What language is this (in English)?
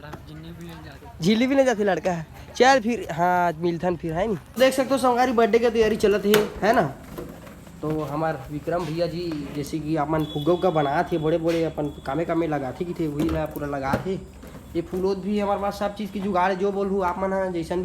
Chhattisgarhi